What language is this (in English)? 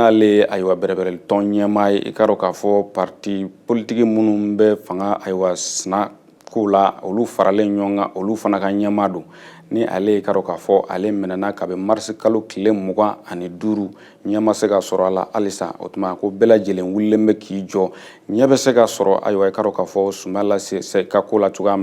Bambara